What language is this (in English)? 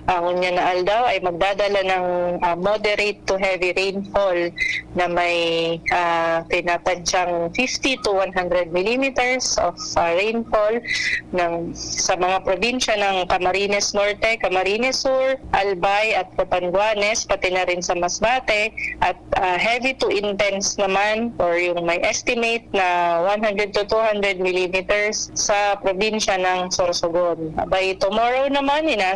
Bikol